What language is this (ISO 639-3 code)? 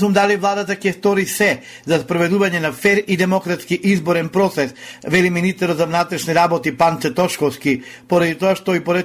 mkd